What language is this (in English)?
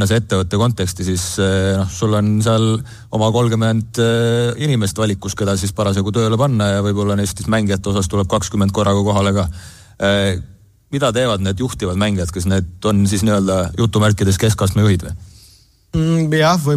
Estonian